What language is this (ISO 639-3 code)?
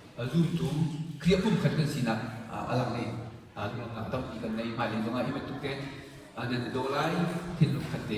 cnh